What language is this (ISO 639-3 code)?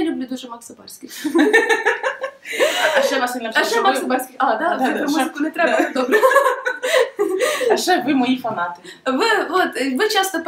ukr